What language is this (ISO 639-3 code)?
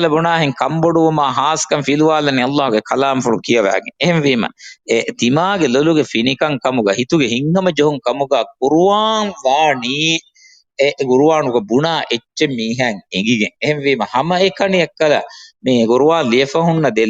div